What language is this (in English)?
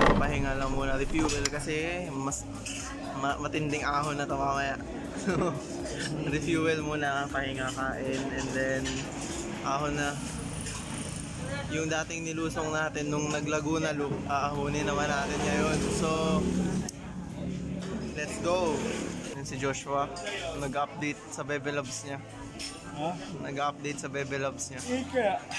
Filipino